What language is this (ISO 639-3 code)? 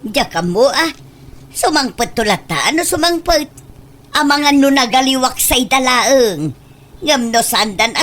ilo